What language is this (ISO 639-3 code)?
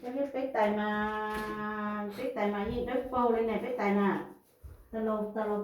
hmn